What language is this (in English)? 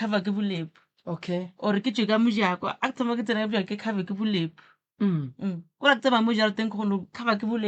Northern Sotho